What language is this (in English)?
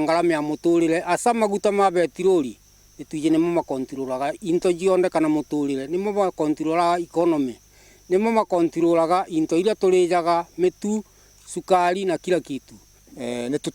Meru